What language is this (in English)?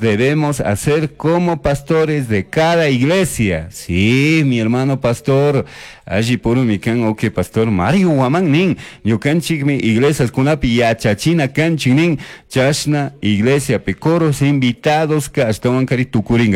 Chimborazo Highland Quichua